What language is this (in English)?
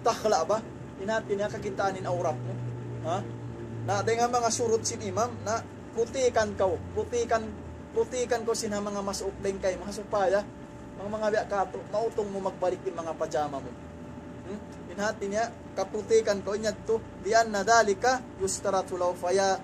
Tausug